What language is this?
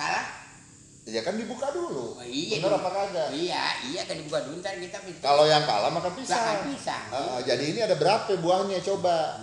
Betawi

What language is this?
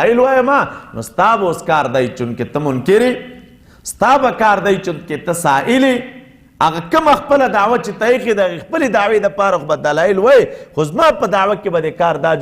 Pashto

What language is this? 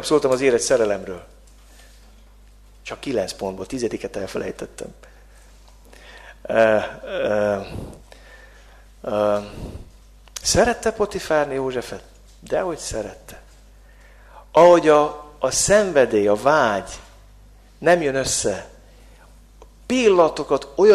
Hungarian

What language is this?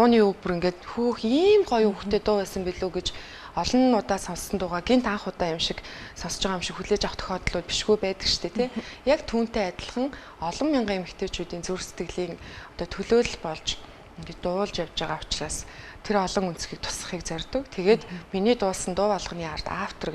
Mongolian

